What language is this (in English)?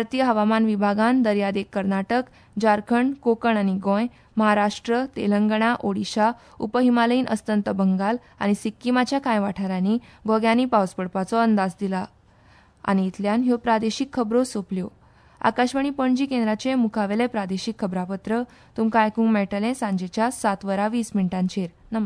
Konkani